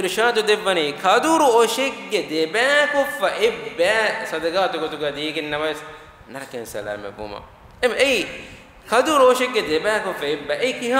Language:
Divehi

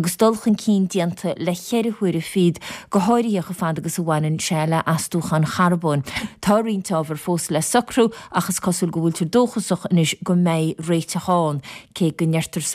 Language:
Irish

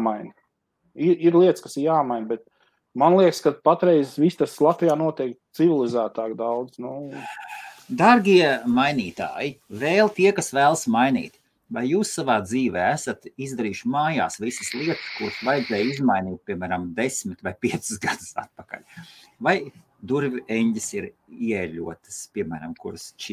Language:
Latvian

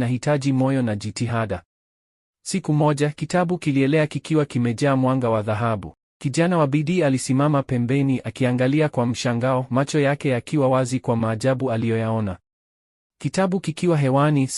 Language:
Swahili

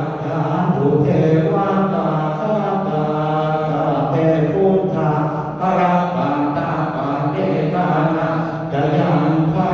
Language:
Pali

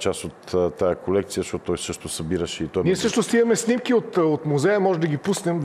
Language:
Bulgarian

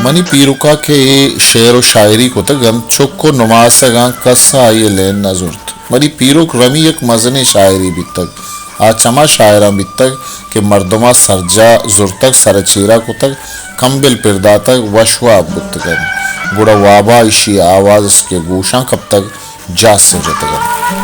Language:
Baluchi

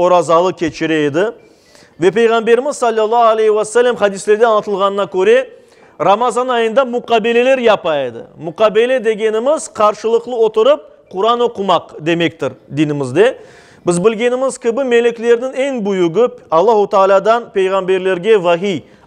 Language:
Crimean Tatar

